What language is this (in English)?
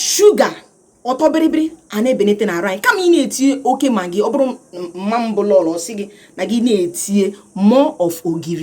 Igbo